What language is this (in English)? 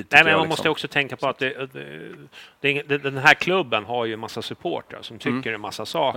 Swedish